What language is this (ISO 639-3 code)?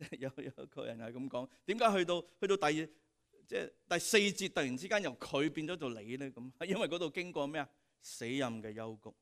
yue